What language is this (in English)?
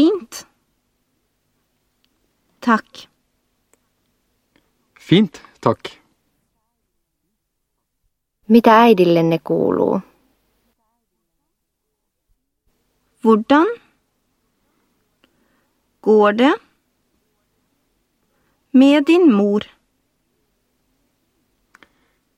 Norwegian